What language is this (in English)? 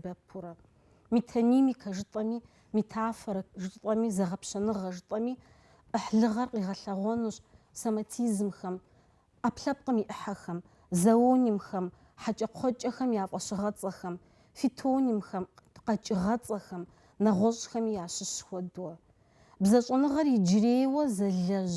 Kabardian